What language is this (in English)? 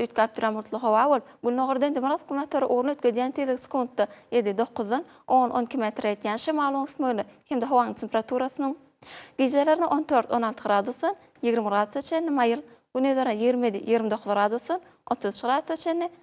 Turkmen